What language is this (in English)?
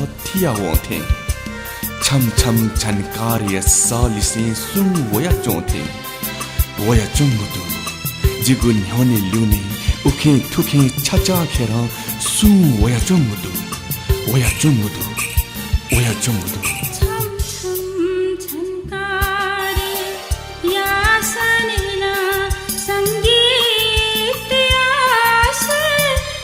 Newari